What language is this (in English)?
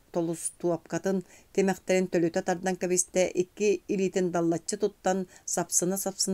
Yakut